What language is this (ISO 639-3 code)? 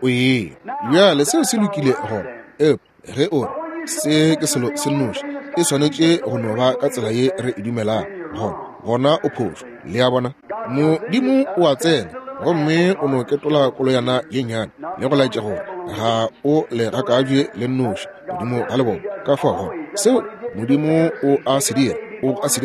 nso